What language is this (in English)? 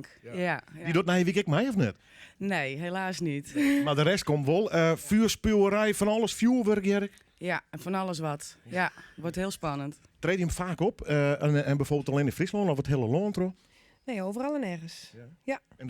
Western Frisian